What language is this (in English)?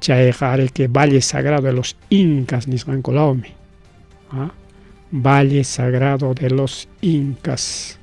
Ayacucho Quechua